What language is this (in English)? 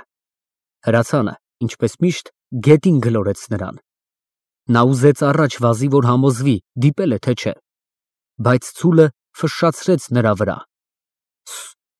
Armenian